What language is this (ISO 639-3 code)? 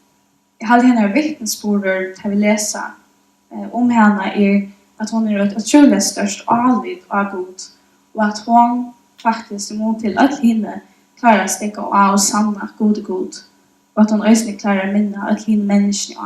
fao